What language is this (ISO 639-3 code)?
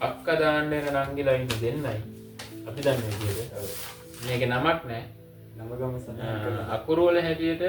sin